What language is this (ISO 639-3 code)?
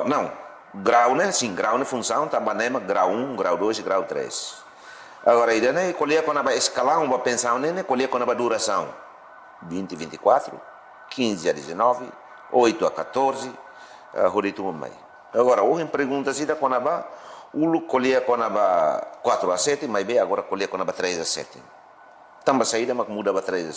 tet